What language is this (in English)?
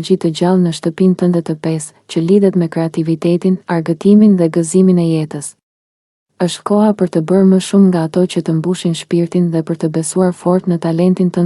Albanian